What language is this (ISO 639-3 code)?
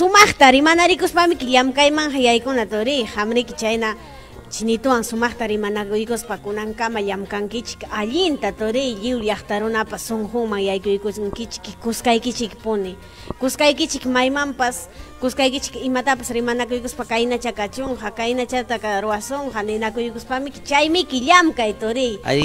quy